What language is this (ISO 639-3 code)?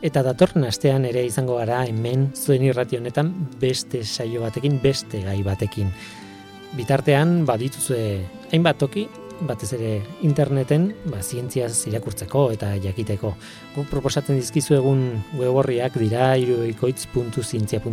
eus